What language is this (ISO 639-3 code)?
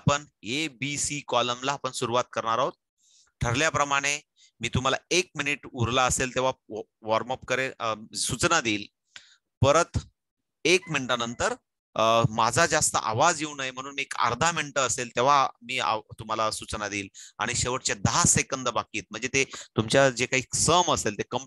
mar